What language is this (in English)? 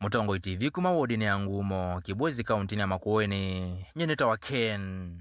Kamba